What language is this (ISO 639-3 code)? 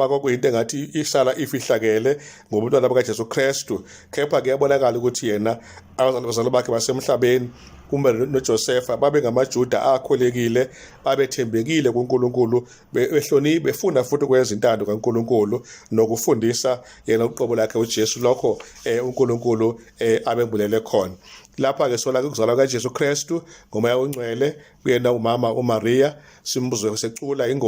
zul